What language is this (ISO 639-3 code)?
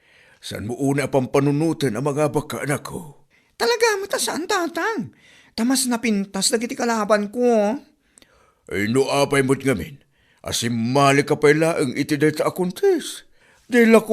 ilo